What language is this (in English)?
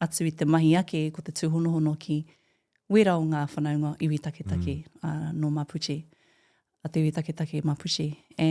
Māori